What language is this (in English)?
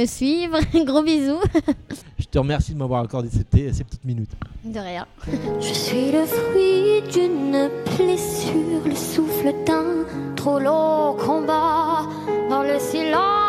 French